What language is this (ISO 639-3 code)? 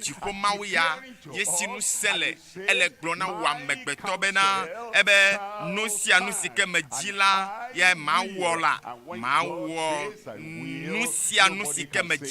ewe